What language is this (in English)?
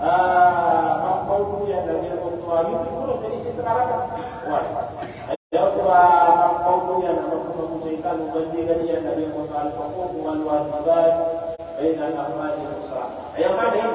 Maranao